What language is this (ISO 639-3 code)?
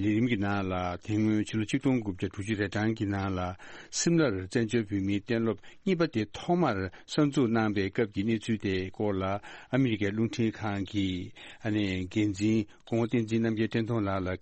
bod